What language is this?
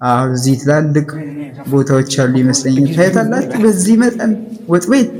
Amharic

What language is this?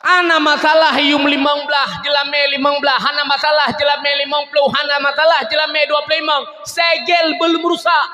Achinese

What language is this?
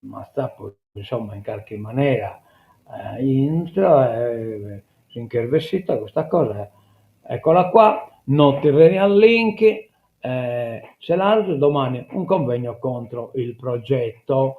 Sardinian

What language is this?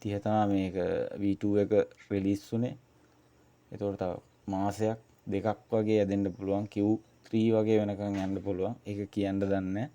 Sinhala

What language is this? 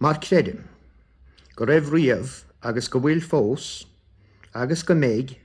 Irish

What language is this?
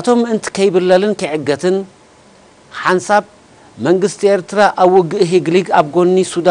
Tigrinya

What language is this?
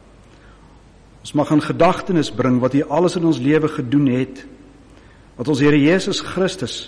Afrikaans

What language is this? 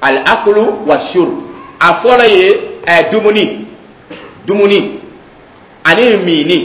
Dyula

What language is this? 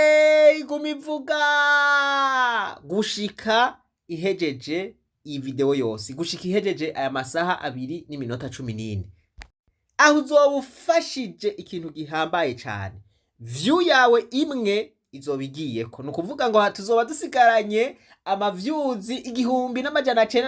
Rundi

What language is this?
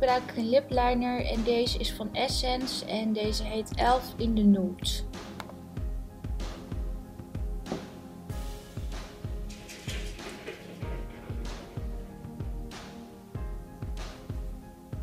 Dutch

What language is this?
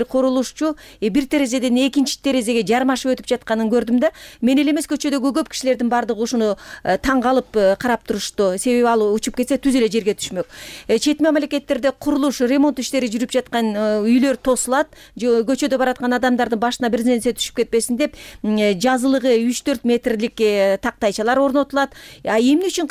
Kyrgyz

